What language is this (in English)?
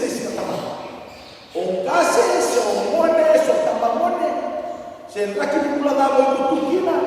Fijian